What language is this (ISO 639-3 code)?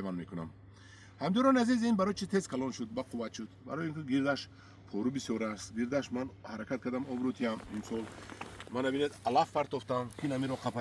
tgk